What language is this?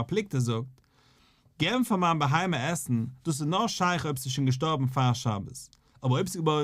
Yiddish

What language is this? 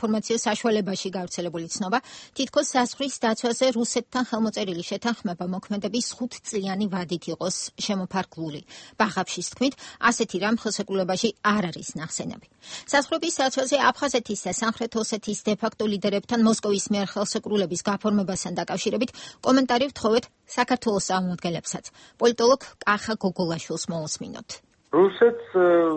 Georgian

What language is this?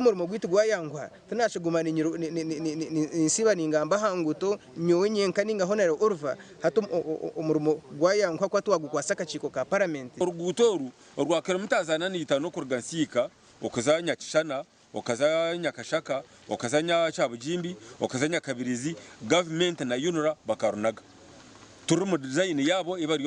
Nyankole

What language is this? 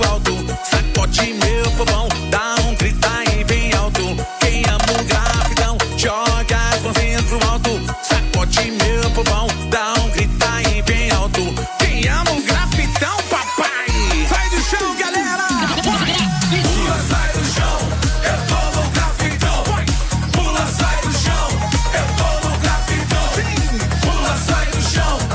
Portuguese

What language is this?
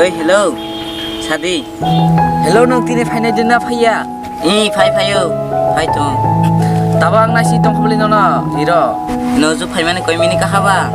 Kok Borok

